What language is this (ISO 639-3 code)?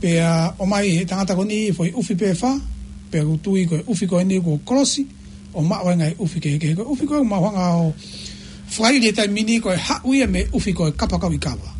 ton